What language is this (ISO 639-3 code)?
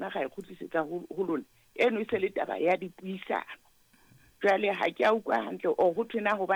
sot